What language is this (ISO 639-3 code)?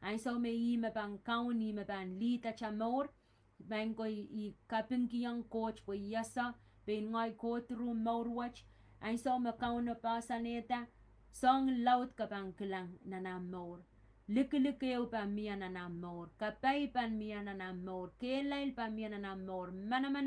pon